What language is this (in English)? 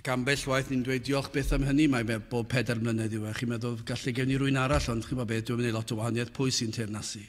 Welsh